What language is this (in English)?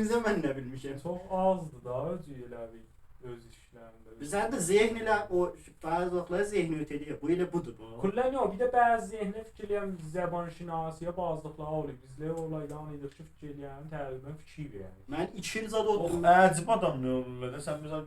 South Azerbaijani